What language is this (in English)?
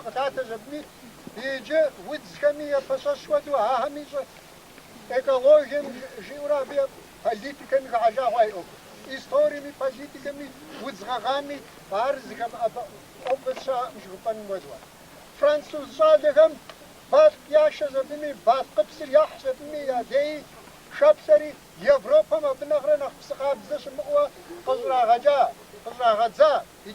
Kabardian